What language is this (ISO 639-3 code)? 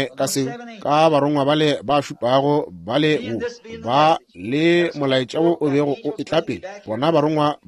nso